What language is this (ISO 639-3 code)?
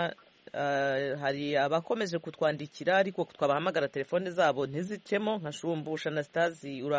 kin